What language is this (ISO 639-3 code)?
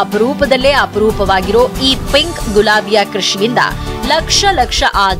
kan